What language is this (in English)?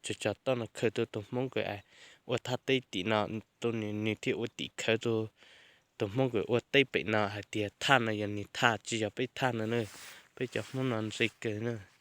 Hmong